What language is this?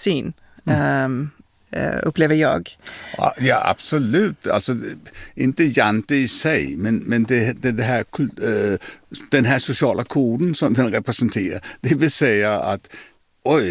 Swedish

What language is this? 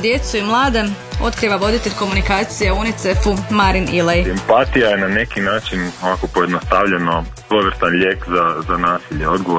Croatian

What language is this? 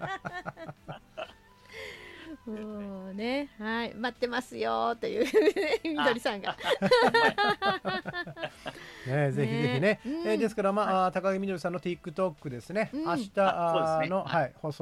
Japanese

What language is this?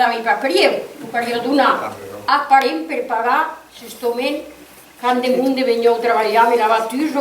Occitan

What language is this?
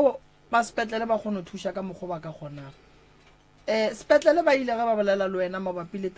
Northern Sotho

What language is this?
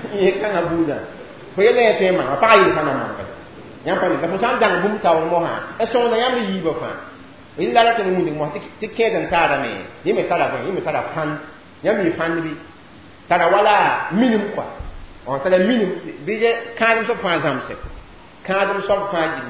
Mossi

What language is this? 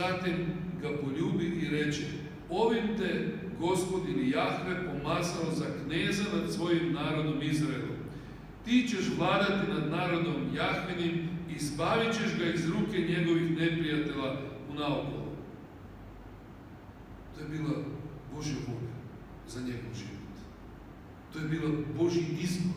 Croatian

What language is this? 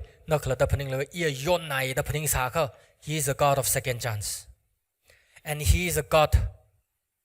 Tangkhul Naga (India)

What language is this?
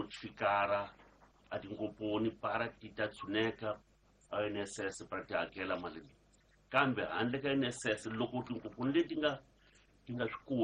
Tsonga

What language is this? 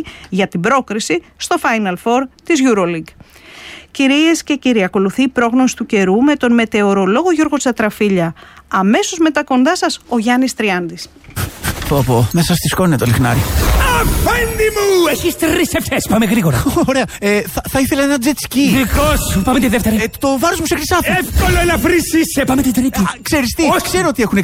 Greek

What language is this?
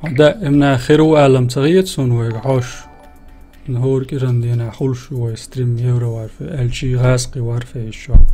Chechen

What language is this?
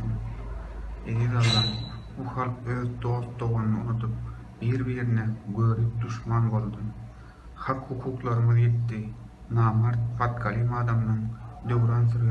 Turkmen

